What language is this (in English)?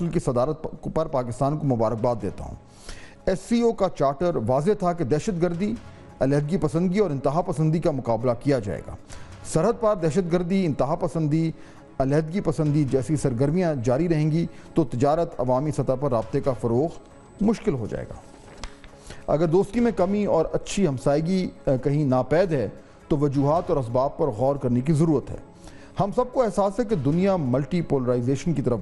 Urdu